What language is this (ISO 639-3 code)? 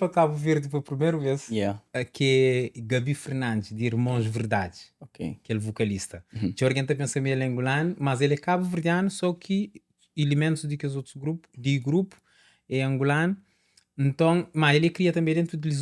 kea